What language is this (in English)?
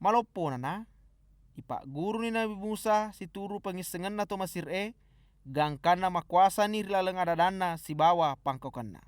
Buginese